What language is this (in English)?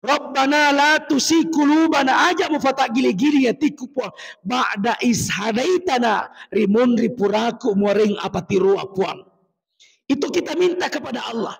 Buginese